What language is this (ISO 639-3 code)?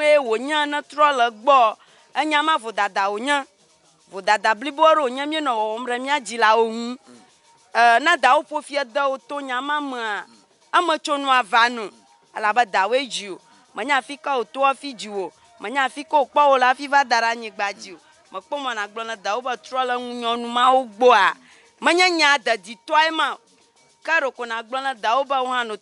ewe